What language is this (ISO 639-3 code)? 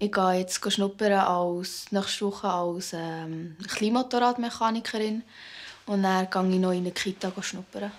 roh